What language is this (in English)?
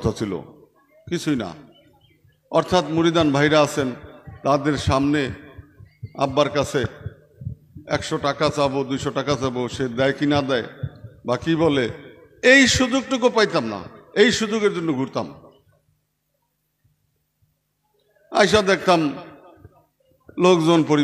Bangla